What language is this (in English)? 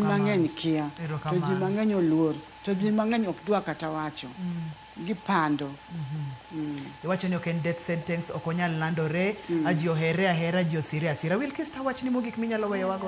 Luo (Kenya and Tanzania)